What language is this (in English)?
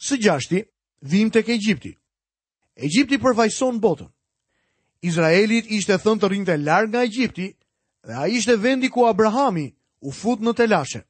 Albanian